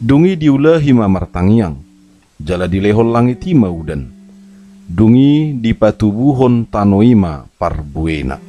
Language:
Batak Toba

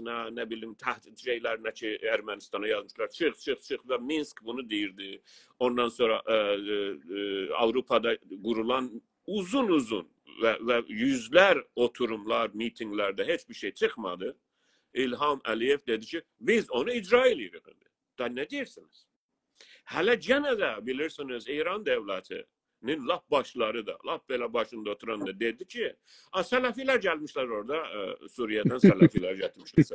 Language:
South Azerbaijani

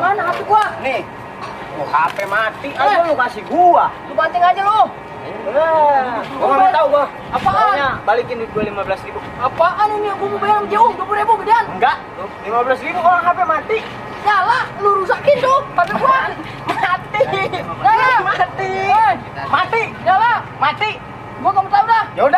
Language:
Betawi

